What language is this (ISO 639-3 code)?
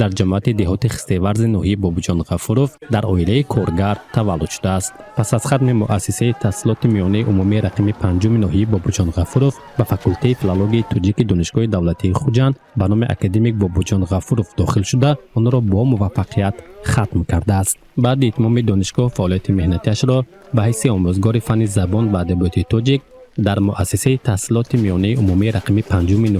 tgk